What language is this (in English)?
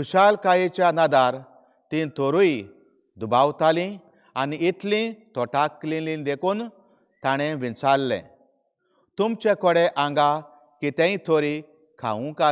Konkani